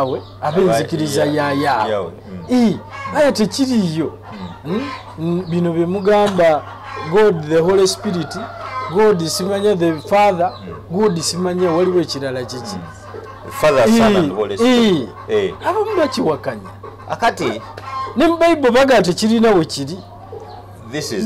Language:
Ganda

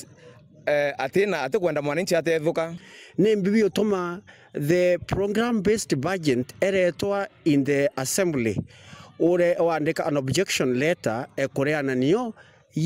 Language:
Meru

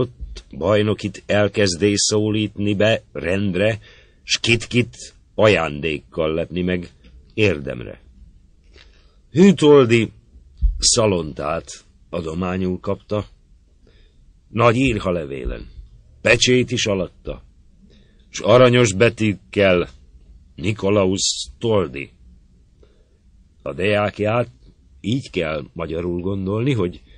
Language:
Hungarian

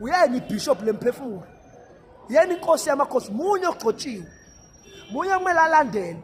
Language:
Zulu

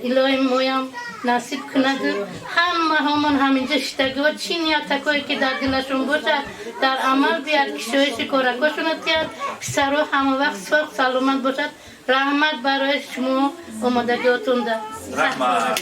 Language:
Tajik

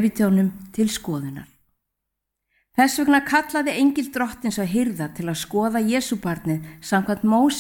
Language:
Icelandic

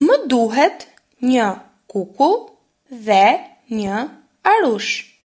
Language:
Albanian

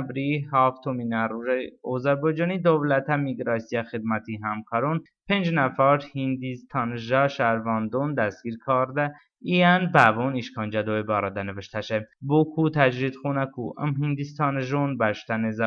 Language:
Talysh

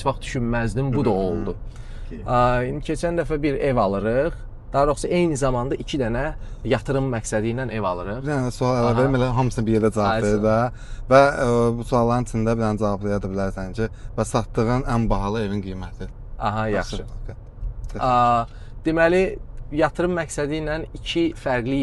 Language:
Azerbaijani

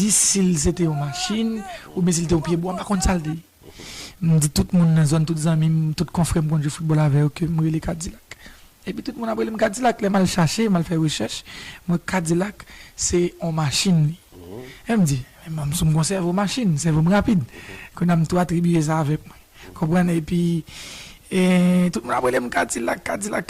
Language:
Haitian Creole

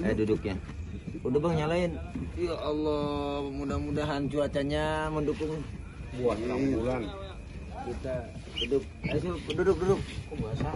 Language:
Betawi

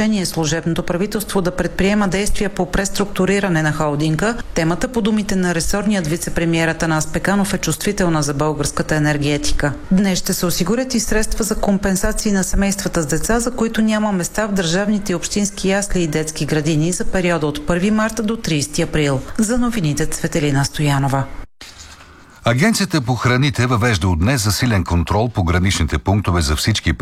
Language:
Bulgarian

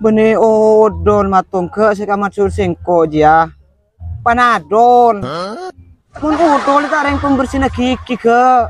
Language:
Madurese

